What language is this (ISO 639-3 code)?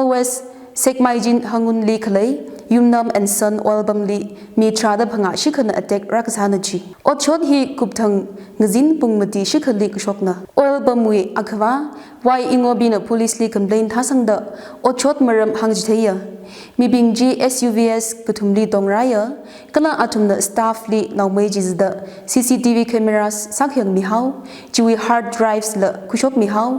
nmf